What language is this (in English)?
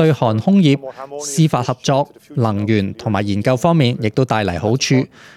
Cantonese